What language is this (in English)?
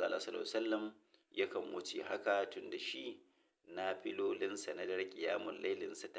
Hausa